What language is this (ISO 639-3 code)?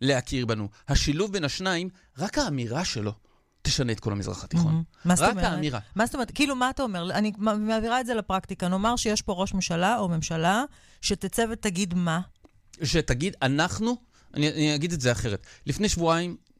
heb